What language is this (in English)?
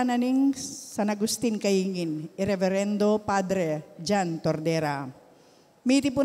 Pampanga